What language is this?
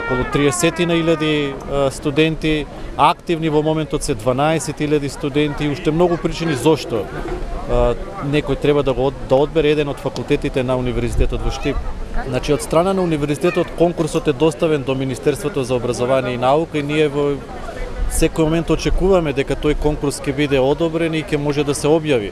Macedonian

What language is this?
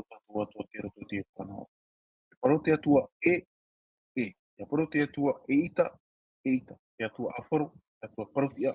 Tahitian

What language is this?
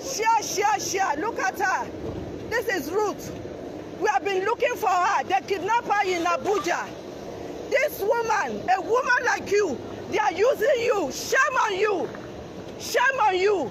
Nigerian Pidgin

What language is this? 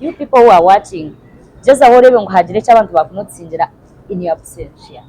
Nyankole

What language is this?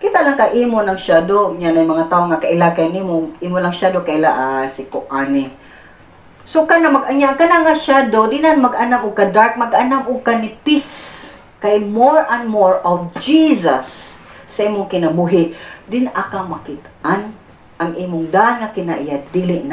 Cebuano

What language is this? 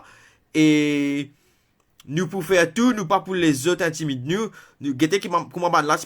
Morisyen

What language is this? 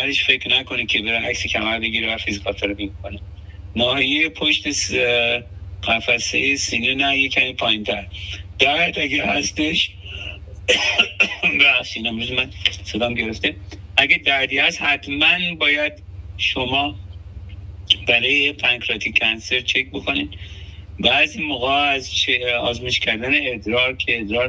Persian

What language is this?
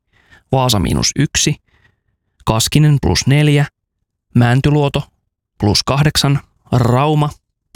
Finnish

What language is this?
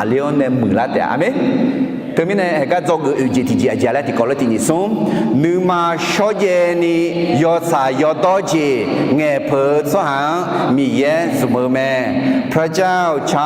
Akha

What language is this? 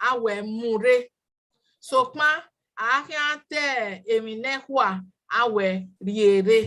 Bini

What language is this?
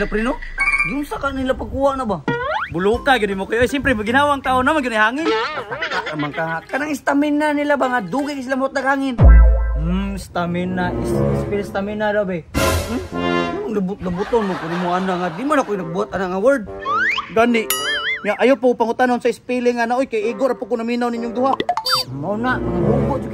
Cebuano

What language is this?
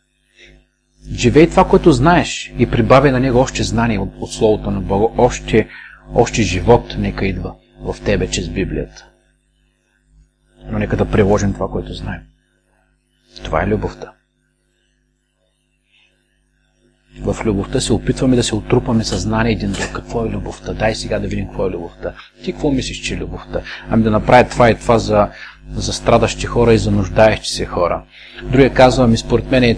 Bulgarian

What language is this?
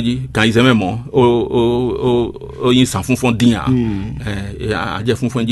Fon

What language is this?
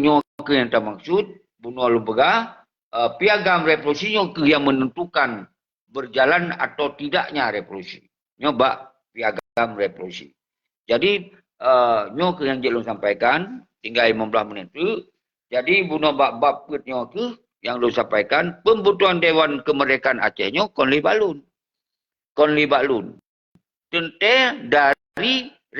Achinese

